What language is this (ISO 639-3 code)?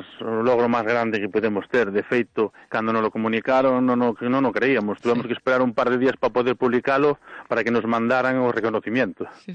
glg